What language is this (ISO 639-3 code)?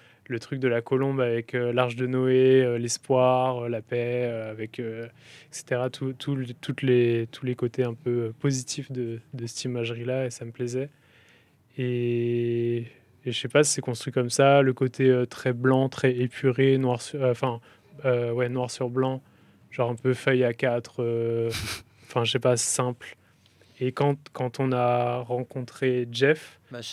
fra